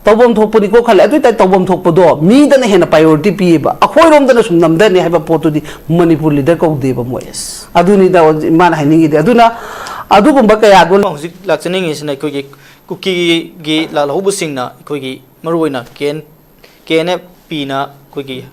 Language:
Manipuri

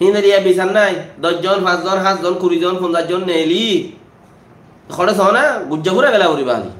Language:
Rohingya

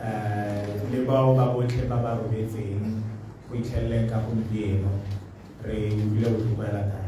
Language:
Tswana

